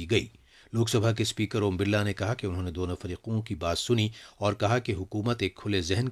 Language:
Urdu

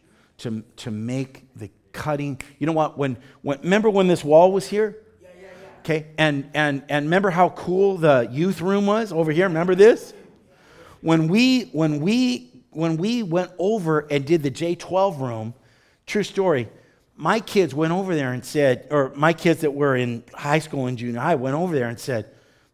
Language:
English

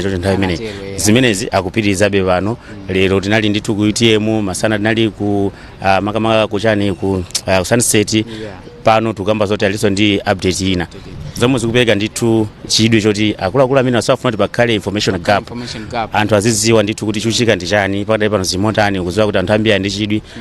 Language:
Nyanja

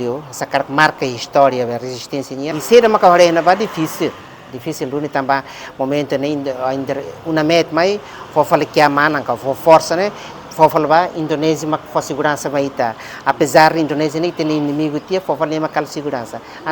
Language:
Tetum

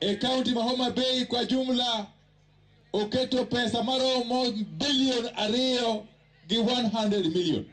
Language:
Luo (Kenya and Tanzania)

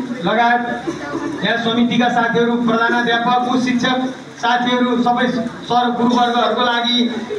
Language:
Nepali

